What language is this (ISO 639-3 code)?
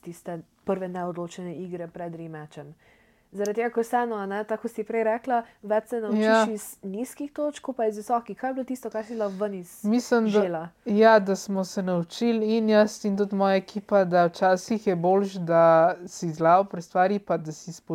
slv